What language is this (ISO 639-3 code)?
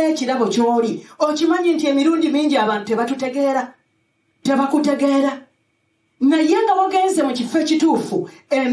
lug